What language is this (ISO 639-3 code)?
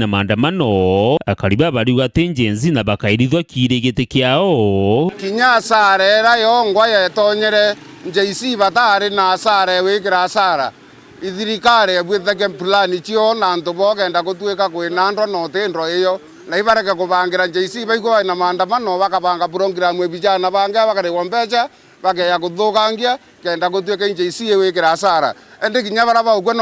mer